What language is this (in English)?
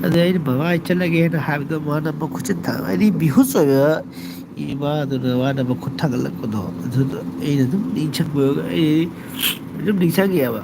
Manipuri